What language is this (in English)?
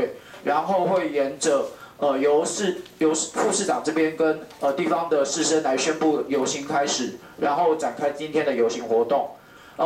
Chinese